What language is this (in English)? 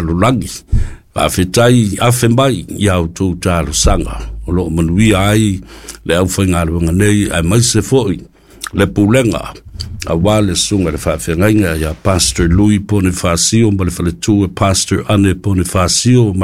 Samoan